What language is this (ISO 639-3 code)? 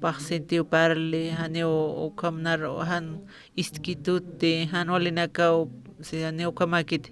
aym